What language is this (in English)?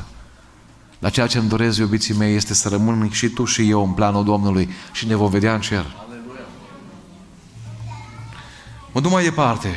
Romanian